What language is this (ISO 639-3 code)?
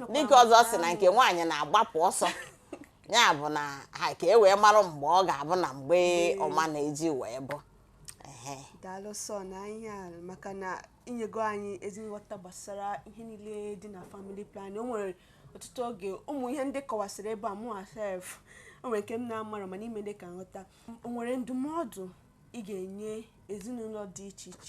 ibo